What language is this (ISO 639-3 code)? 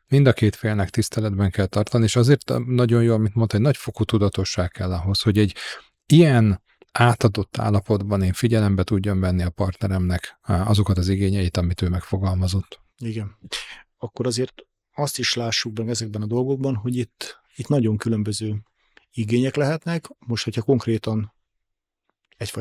hun